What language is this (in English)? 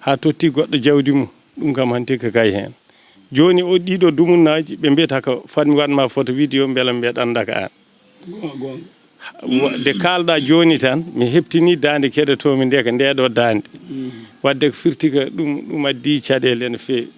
Fula